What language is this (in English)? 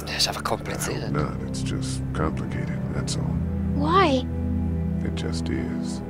Swiss German